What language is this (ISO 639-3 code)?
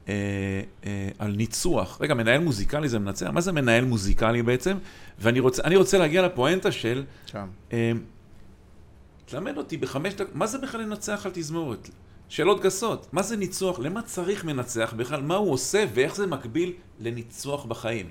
heb